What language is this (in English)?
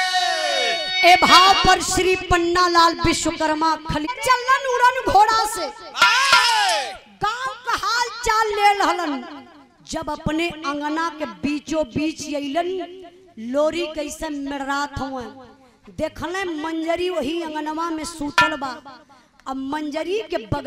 Bhojpuri